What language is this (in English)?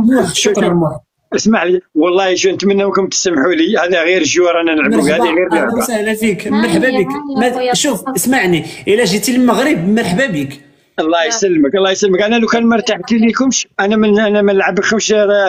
Algerian Arabic